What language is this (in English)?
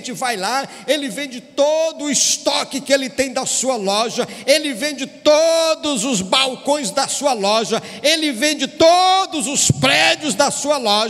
Portuguese